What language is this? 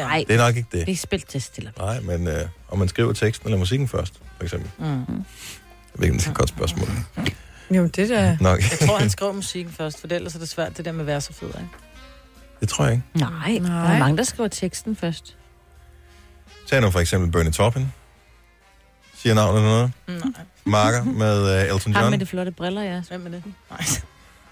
Danish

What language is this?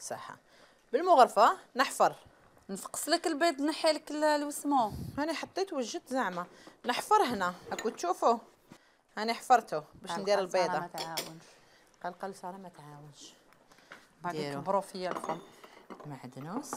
Algerian Arabic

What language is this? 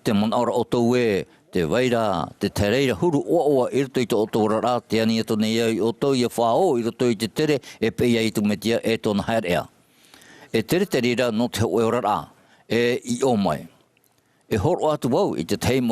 Tahitian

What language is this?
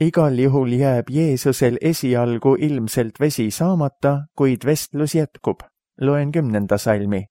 Estonian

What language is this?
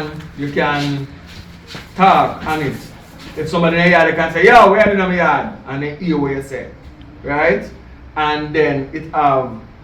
Jamaican Creole English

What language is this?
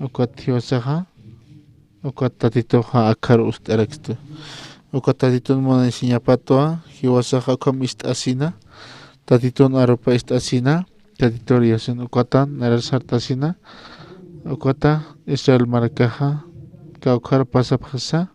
Aymara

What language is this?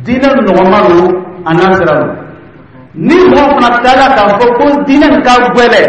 Dyula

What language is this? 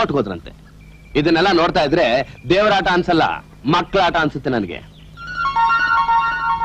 Kannada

